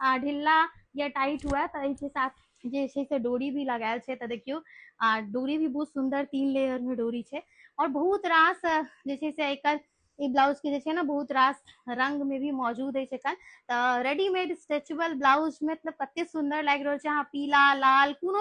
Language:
Maithili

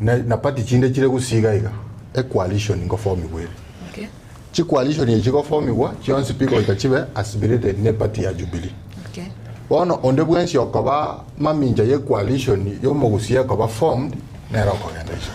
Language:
Gusii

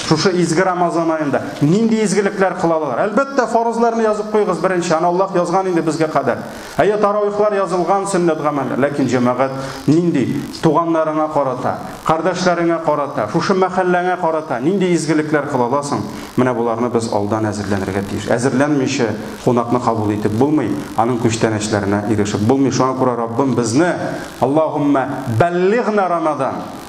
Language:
Tatar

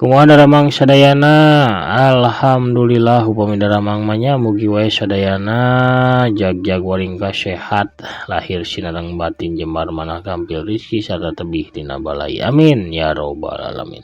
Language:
Sundanese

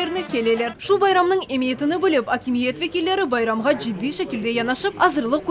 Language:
Crimean Tatar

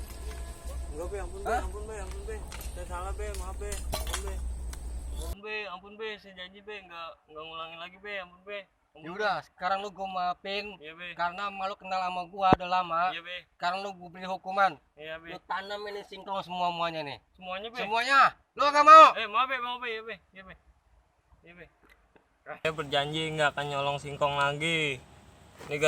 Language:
Betawi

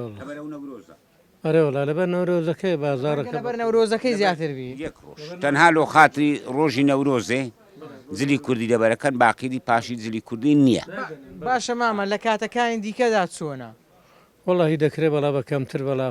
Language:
Central Kurdish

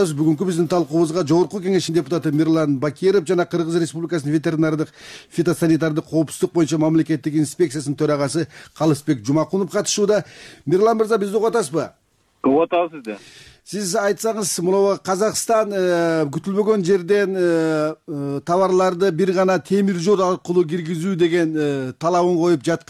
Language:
Kyrgyz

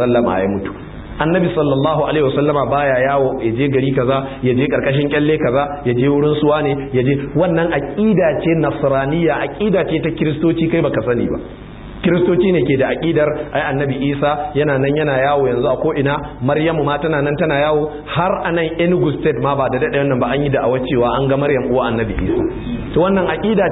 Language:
Hausa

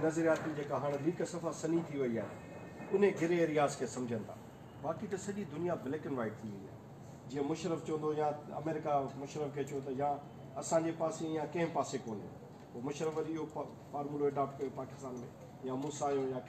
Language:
Sindhi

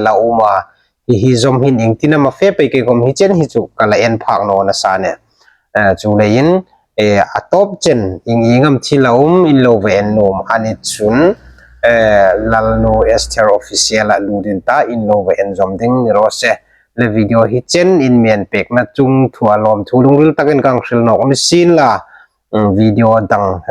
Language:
Hmar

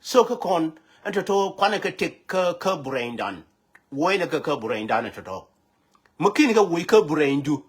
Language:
Nuer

